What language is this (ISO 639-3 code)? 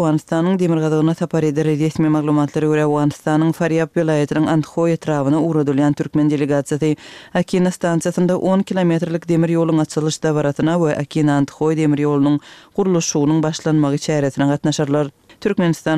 kir